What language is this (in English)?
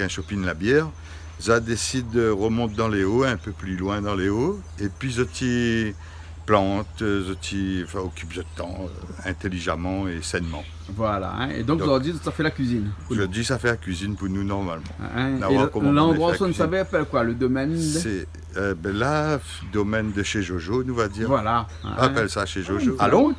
Réunion Creole French